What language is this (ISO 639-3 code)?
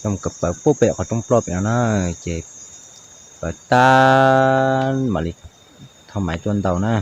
hmn